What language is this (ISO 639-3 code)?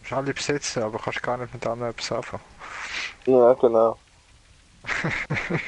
gsw